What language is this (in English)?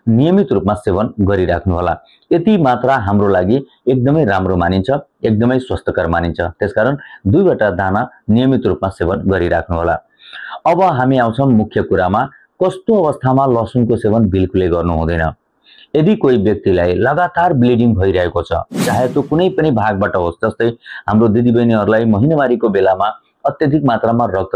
Nepali